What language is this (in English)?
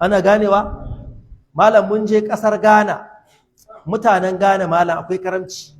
Hausa